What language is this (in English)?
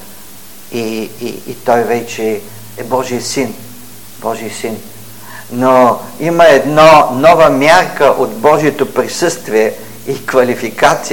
Bulgarian